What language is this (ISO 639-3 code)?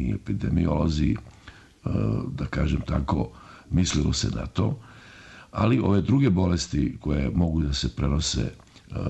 srp